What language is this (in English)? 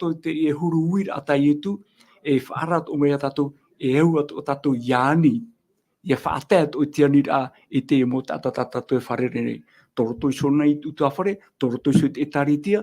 Tahitian